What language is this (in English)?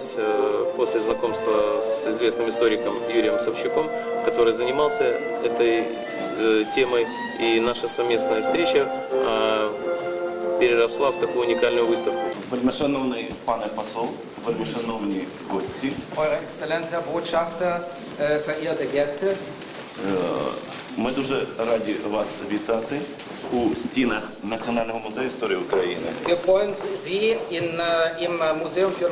Ukrainian